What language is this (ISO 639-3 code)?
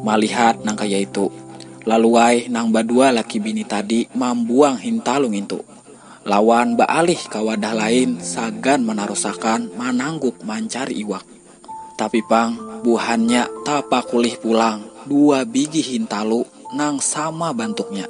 bjn